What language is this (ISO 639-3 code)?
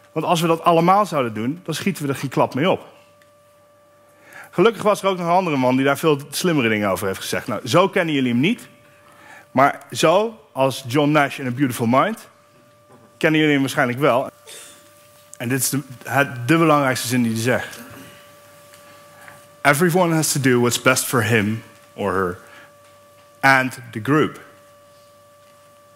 nld